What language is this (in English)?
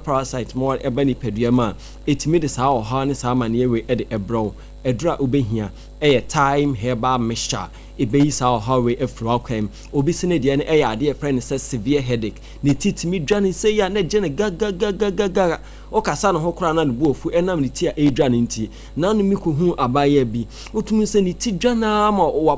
Akan